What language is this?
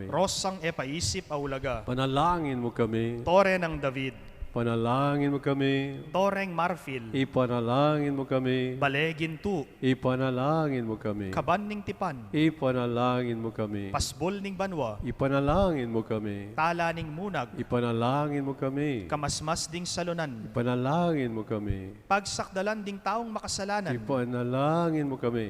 Pampanga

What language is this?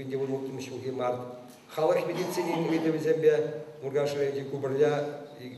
Chuvash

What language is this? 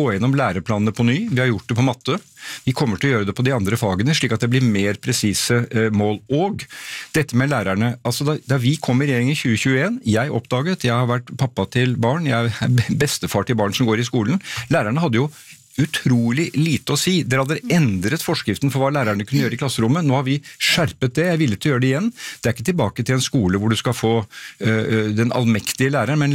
Norwegian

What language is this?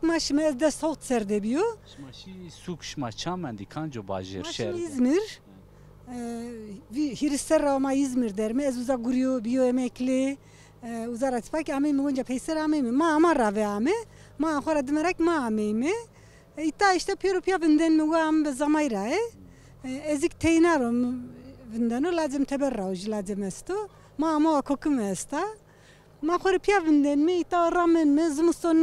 Zaza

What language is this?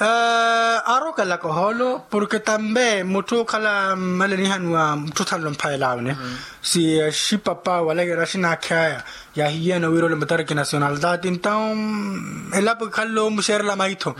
Makhuwa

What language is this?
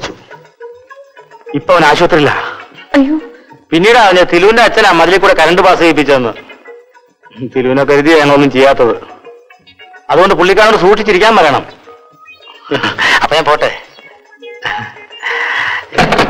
Malayalam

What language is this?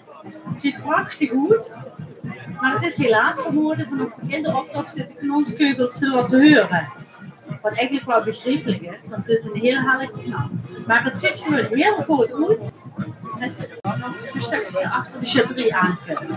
Limburgish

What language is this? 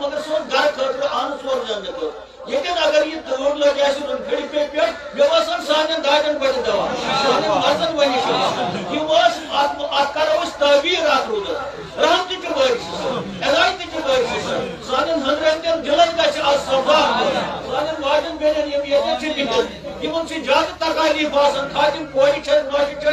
Kashmiri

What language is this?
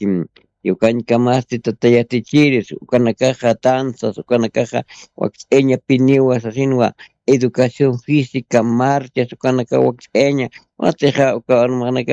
Aymara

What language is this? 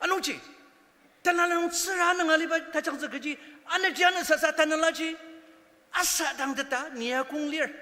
Ao Naga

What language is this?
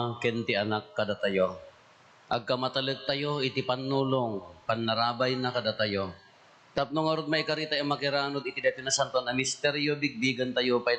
Iloko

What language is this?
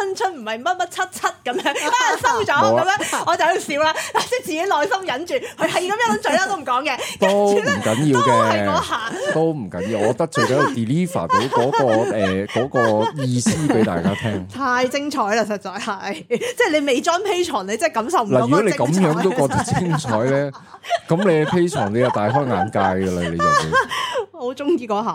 Cantonese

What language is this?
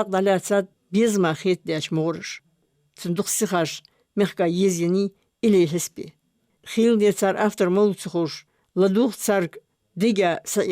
Ingush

